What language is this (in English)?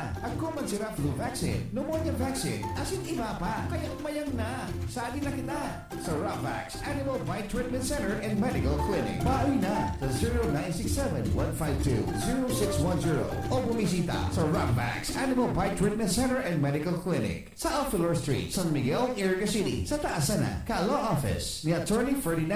Bikol